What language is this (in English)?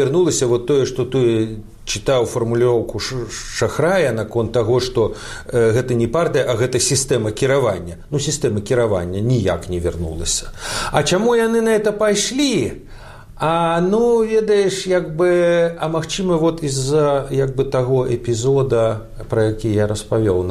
Belarusian